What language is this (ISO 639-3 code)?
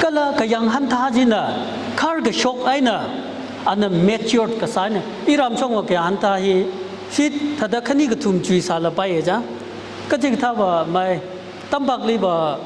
nmf